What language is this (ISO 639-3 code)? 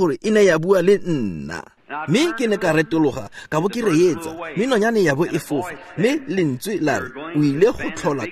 tsn